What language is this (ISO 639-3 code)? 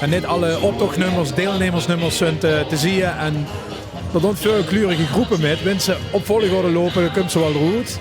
lim